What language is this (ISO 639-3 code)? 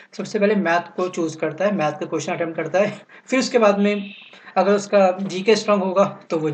hin